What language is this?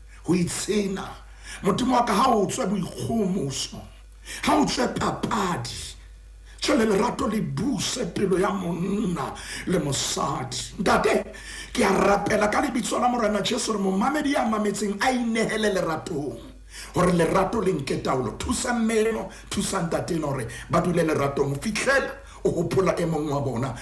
Southern Sotho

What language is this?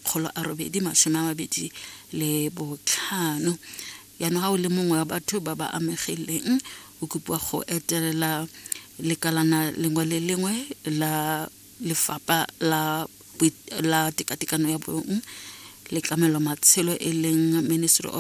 Tswana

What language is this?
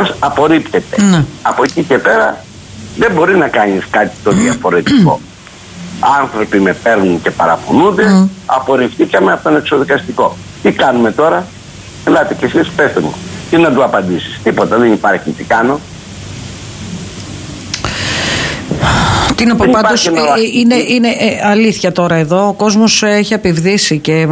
Greek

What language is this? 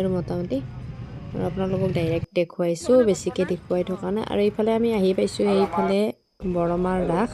Assamese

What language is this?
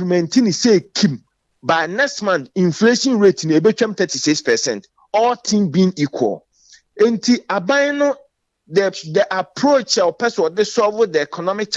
Akan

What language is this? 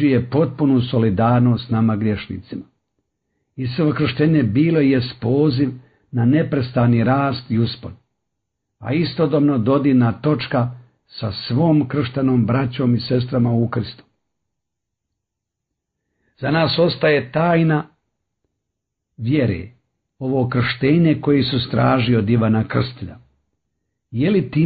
Croatian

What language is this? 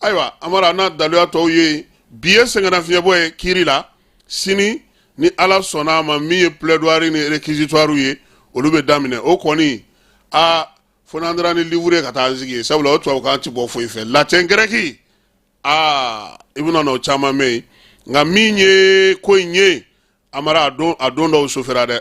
Bambara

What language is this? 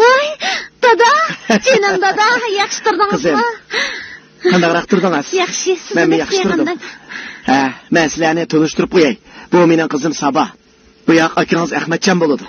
Uyghur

